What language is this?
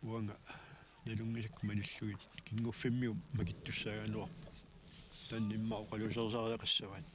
Kalaallisut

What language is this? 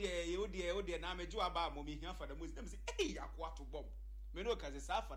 Akan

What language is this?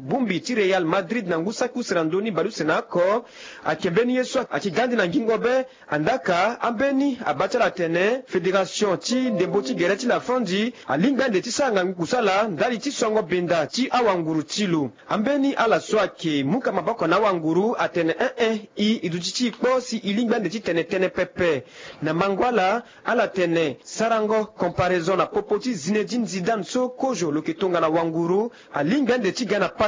Sango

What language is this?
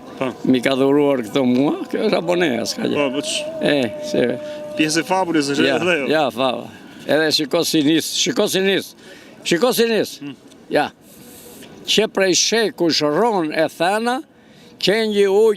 Albanian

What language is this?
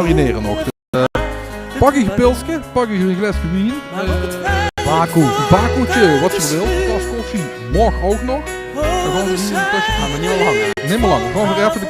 Limburgish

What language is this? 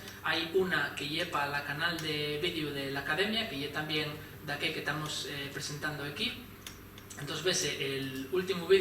Asturian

